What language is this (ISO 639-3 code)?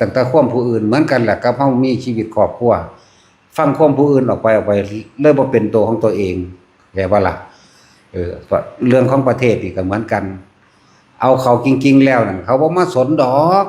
tts